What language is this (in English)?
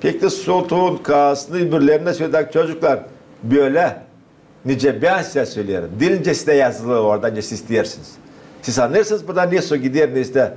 Gagauz